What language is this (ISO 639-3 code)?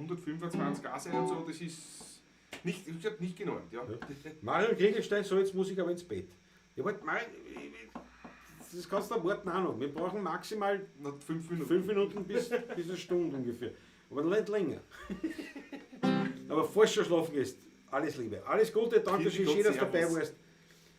bar